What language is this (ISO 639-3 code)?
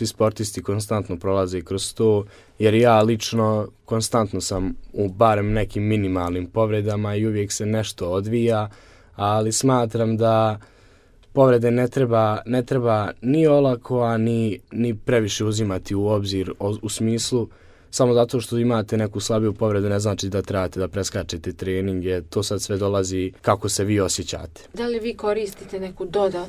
bos